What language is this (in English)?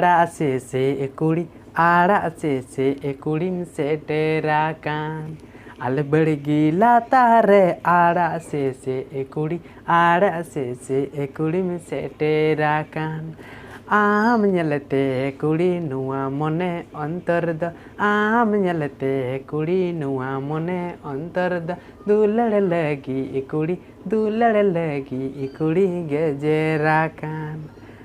Santali